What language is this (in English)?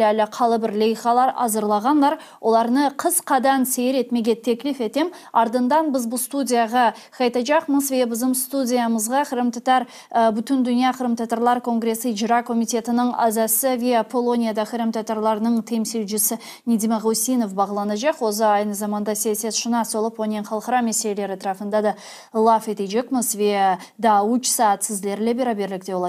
Crimean Tatar